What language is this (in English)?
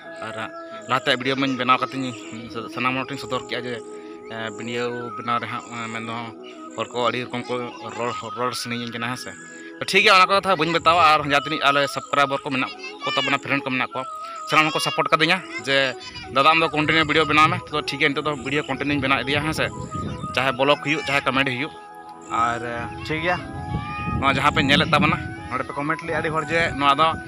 Santali